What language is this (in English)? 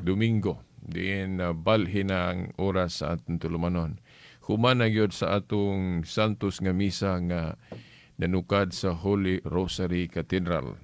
Cebuano